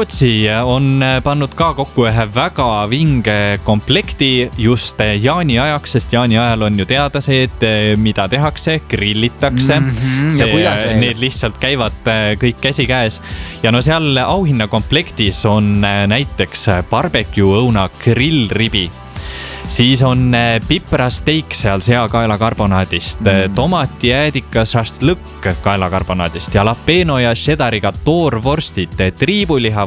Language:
Estonian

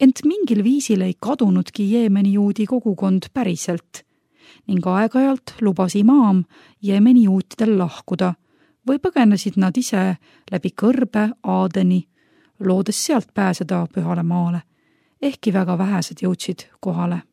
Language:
Estonian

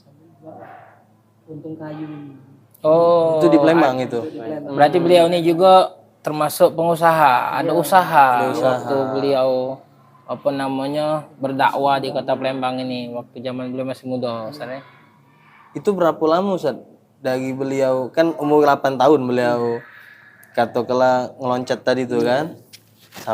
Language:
Musi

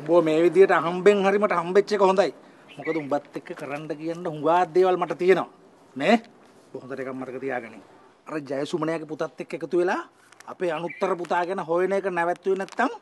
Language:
Sinhala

